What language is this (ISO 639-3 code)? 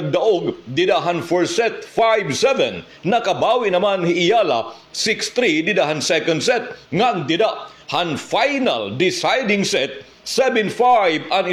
war